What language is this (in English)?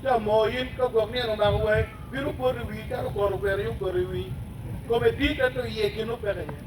Acoli